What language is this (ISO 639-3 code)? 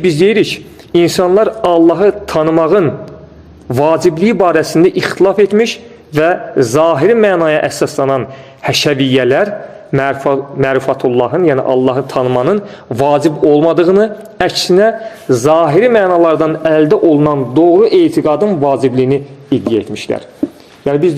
aze